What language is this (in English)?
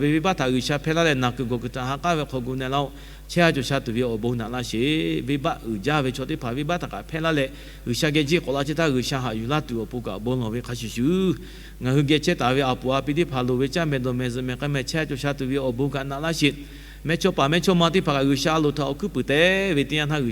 Lahu